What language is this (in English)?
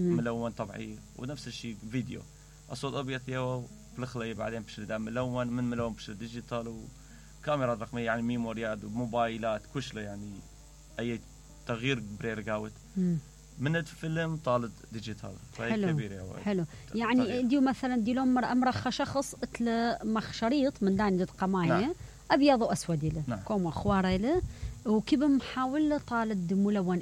Mesopotamian Arabic